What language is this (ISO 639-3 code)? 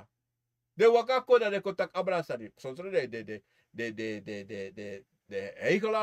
srn